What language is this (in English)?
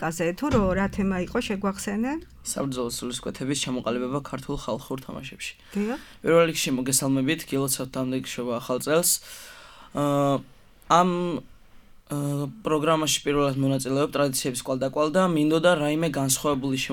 Georgian